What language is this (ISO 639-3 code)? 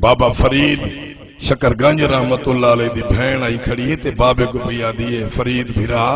skr